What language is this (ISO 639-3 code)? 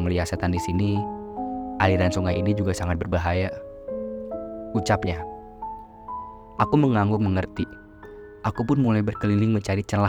ind